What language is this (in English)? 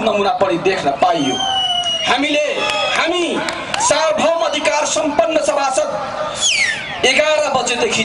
Nepali